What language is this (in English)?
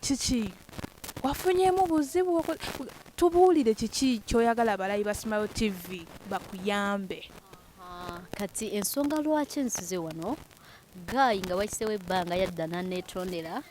Ganda